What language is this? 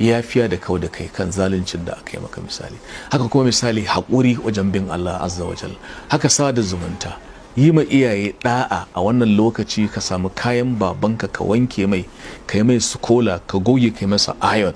Hausa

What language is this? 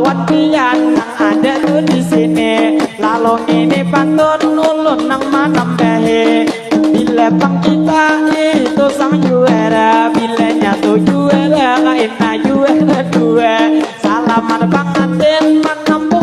Banjar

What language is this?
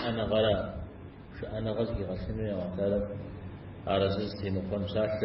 Kabardian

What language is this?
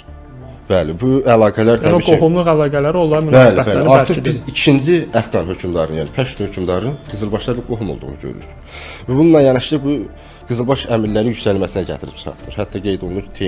Azerbaijani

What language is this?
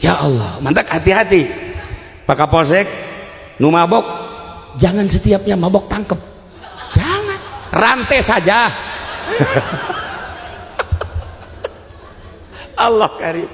Sundanese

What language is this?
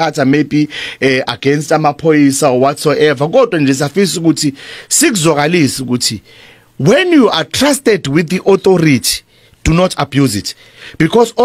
Zulu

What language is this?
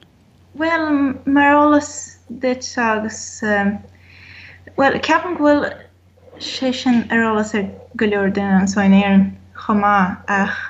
Irish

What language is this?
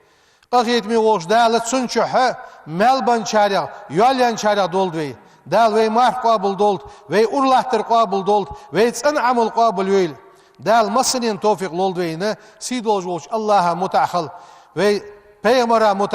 Ingush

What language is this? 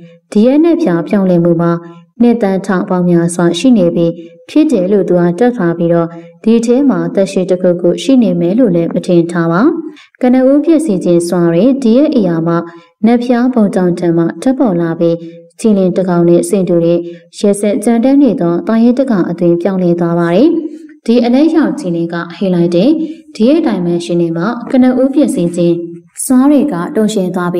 Burmese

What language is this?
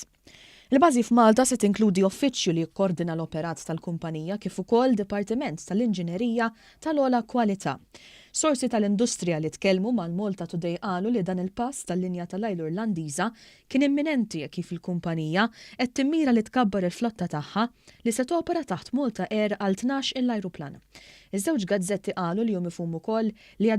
Maltese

